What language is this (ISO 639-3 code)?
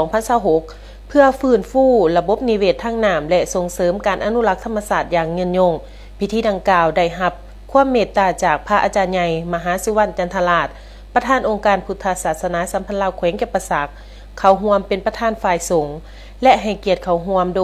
lao